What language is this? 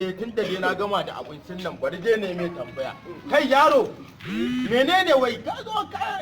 Hausa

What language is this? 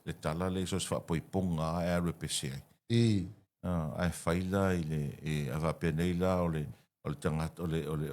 Samoan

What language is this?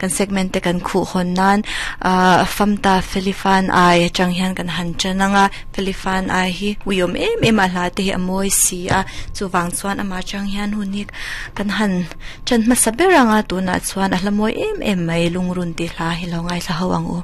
Mizo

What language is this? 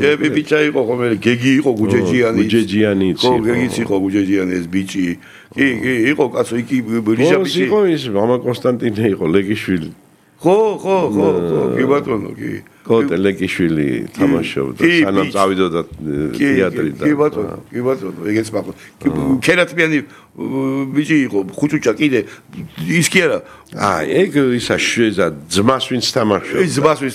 Georgian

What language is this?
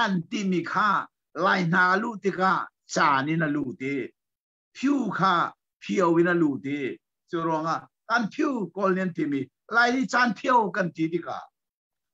Hakha Chin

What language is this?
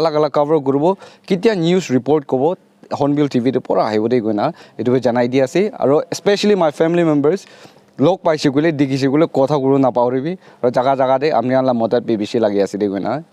Naga Pidgin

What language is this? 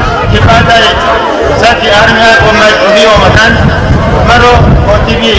Tajik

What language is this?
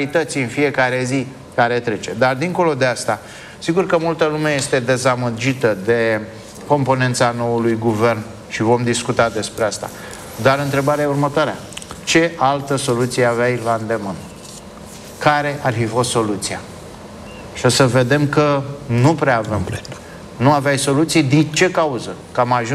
Romanian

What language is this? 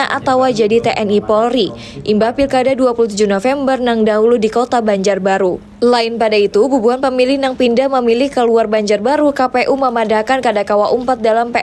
Banjar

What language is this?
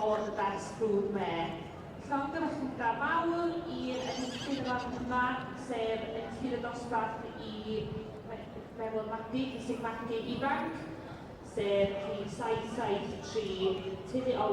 Welsh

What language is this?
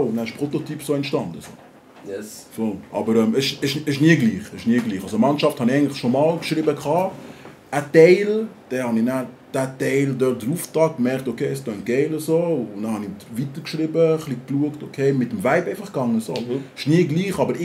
Swiss German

